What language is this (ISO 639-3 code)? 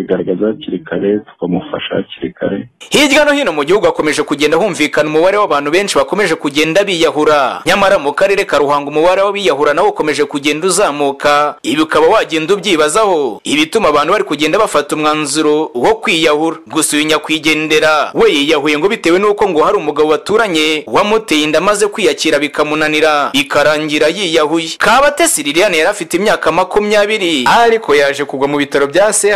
kin